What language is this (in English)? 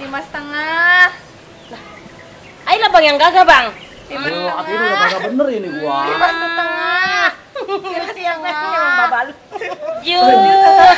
Betawi